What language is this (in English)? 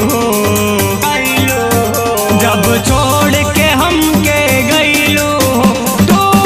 Bhojpuri